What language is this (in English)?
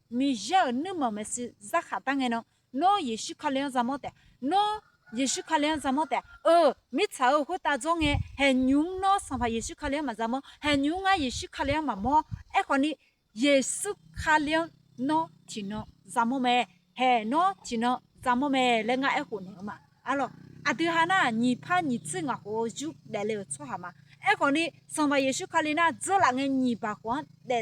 Akha